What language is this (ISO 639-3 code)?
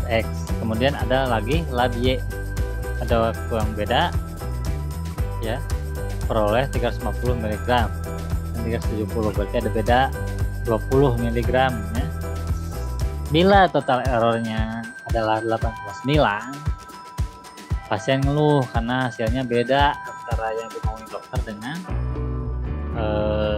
ind